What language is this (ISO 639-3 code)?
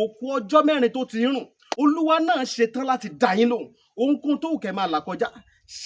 yor